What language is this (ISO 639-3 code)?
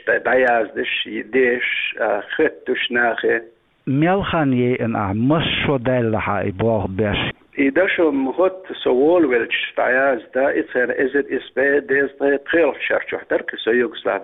che